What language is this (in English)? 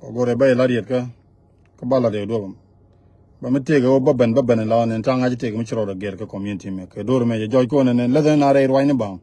Nuer